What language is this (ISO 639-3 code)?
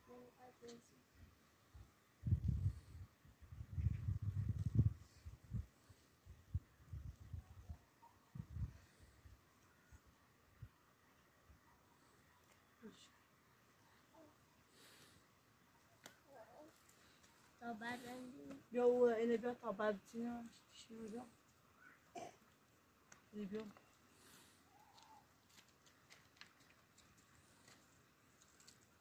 fas